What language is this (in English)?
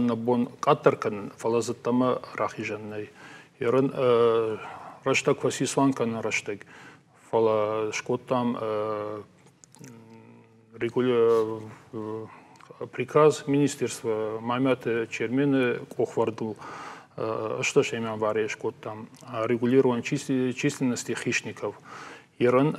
Ossetic